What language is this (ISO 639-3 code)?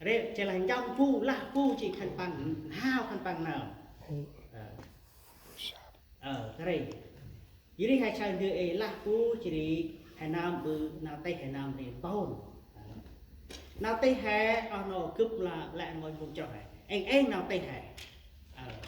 cmo